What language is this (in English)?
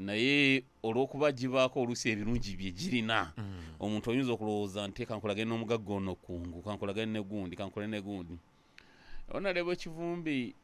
Ganda